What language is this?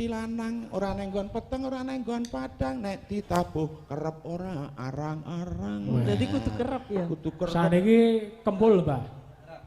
Javanese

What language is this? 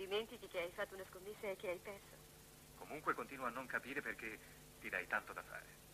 Italian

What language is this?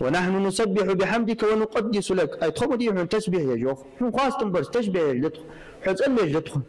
Ingush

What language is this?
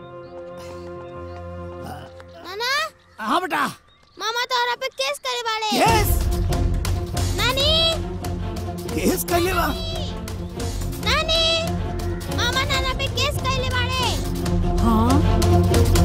Bhojpuri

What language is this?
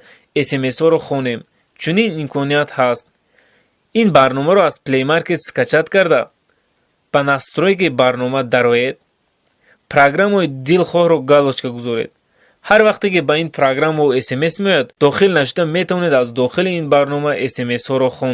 Tajik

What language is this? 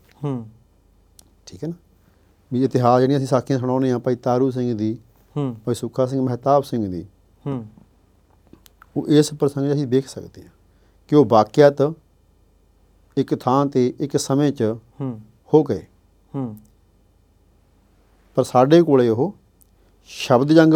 Punjabi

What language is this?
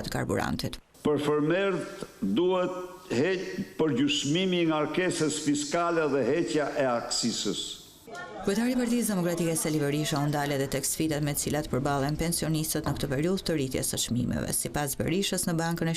Albanian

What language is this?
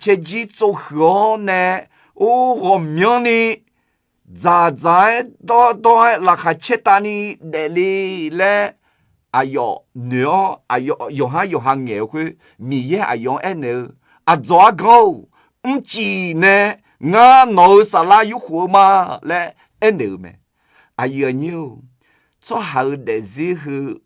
Akha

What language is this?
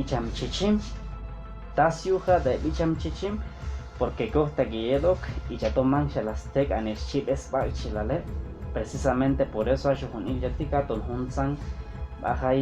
Chuj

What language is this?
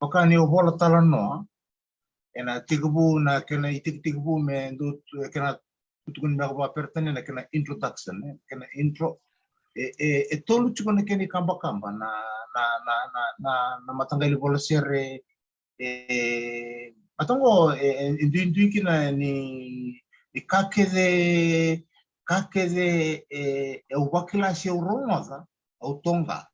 Fijian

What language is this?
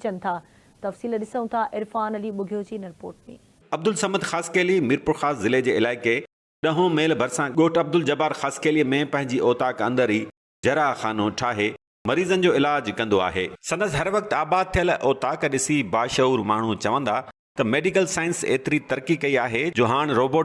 Sindhi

